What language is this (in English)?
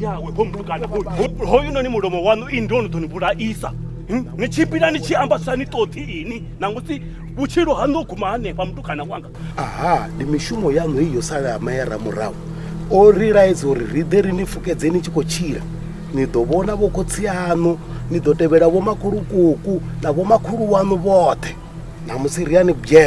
Venda